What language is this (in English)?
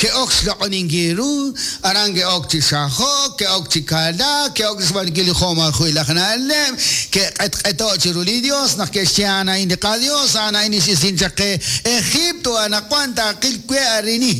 Kekchí